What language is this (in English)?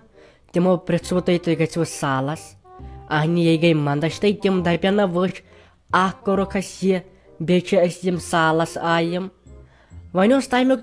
Kashmiri